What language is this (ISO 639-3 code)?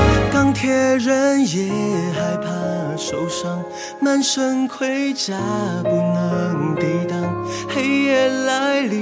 zho